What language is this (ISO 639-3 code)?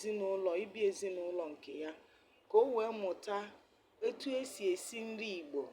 ibo